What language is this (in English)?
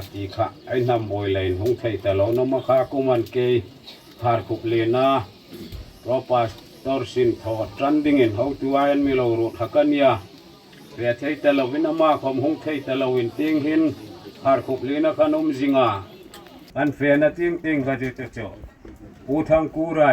Hmar